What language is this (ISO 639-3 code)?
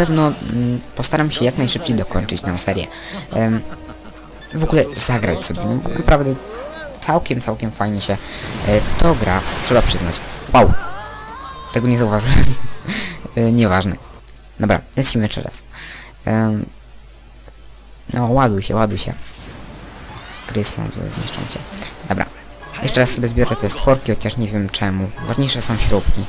pol